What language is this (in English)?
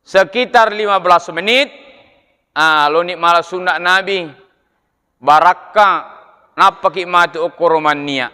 Buginese